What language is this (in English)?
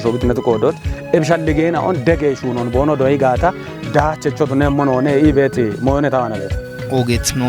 Kafa